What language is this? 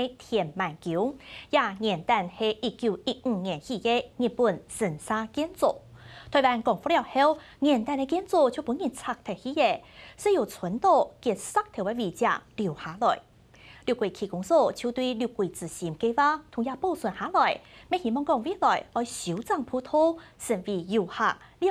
Hakka Chinese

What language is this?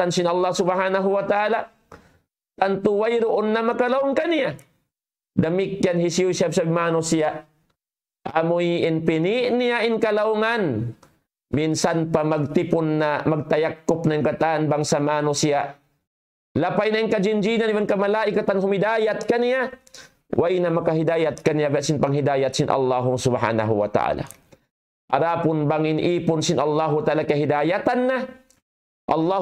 Tausug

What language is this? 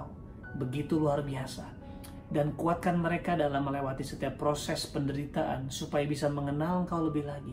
Indonesian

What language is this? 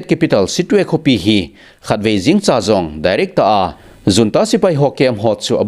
Thado Chin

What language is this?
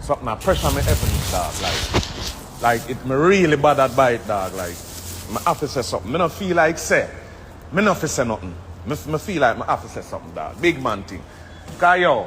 Jamaican Creole English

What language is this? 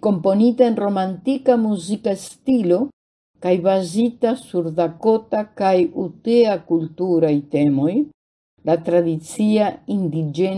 Esperanto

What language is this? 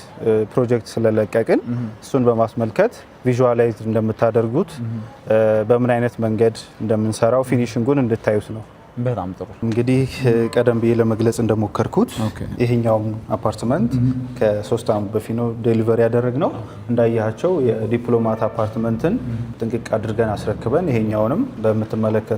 Amharic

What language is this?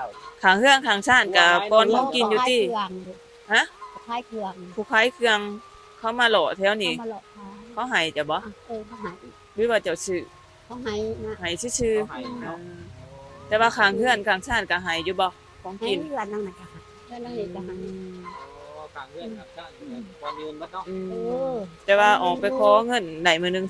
Lao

